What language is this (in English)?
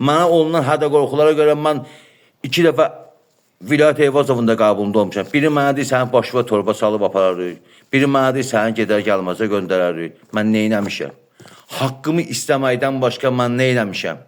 Azerbaijani